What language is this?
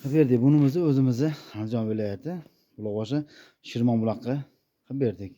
Uzbek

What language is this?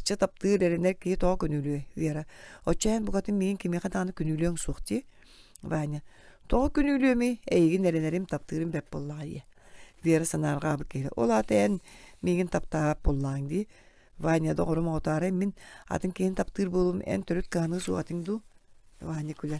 Yakut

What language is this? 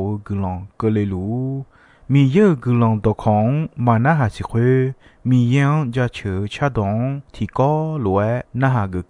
Akha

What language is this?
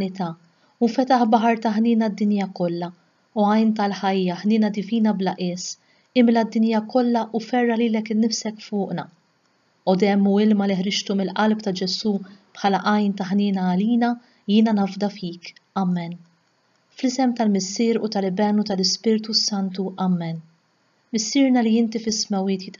Maltese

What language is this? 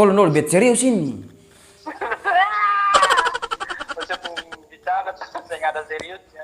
Ambonese Malay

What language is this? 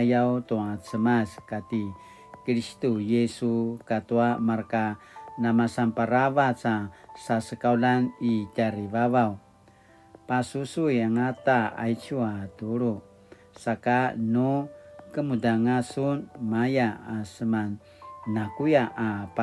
Paiwan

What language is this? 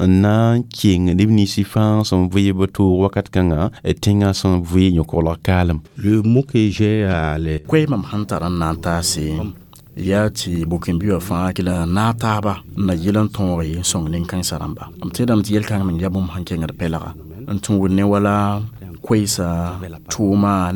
Mossi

